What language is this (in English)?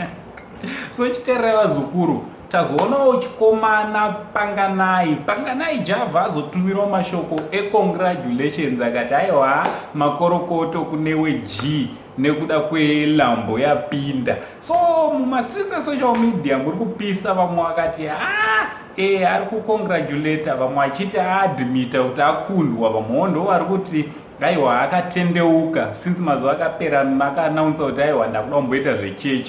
Shona